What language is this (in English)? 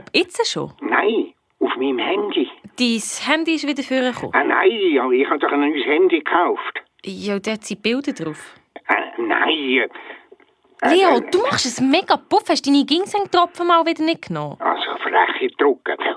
Swiss German